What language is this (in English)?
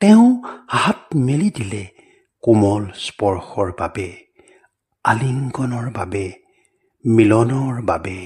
Assamese